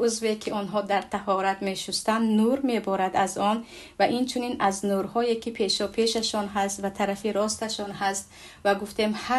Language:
Tajik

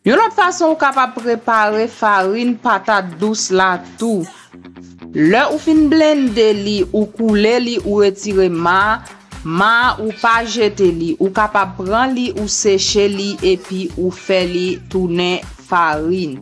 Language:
Haitian Creole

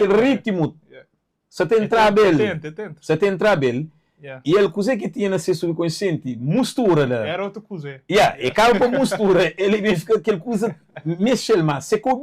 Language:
Kabuverdianu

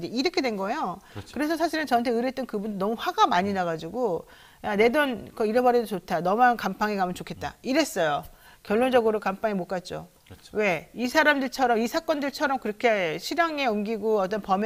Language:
Korean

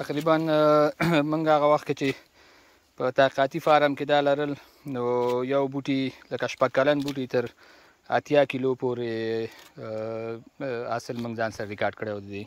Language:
Pashto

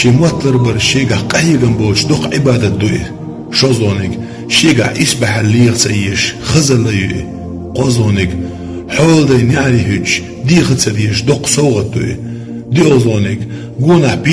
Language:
Chechen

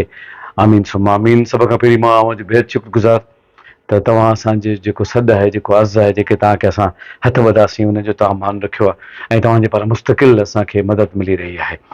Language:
Sindhi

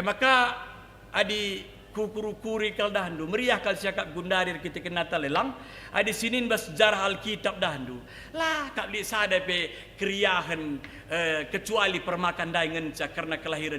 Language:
Batak Karo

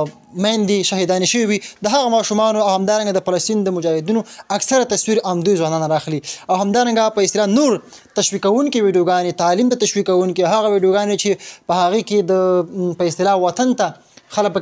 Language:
Pashto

